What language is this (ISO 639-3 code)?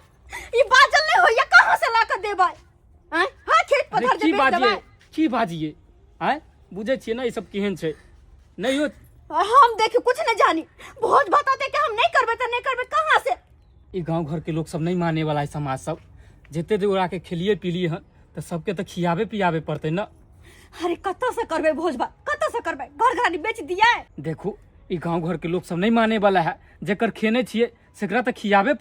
mai